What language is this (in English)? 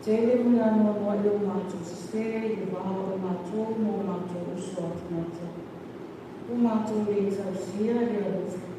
Samoan